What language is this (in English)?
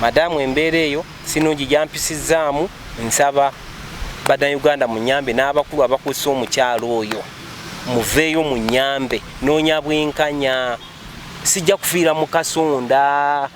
Ganda